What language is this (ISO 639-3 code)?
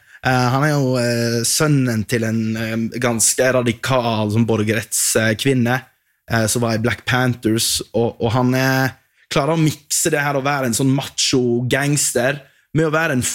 nor